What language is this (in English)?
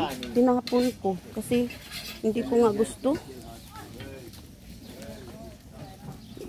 Filipino